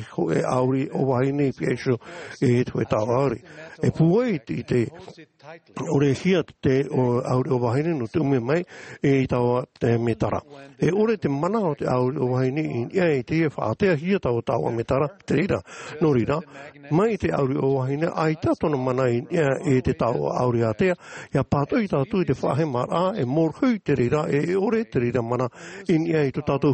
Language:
Tahitian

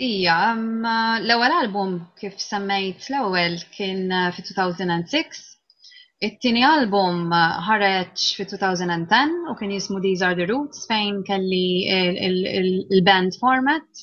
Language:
Maltese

